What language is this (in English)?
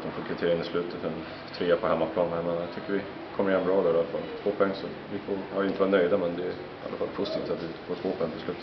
Swedish